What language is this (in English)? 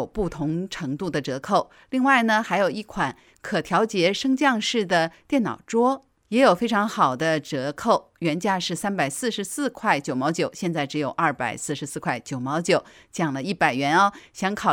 Chinese